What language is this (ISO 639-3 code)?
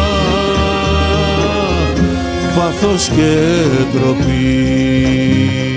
ell